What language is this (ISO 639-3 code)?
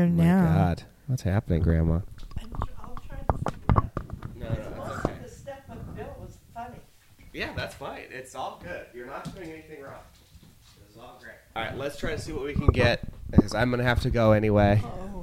eng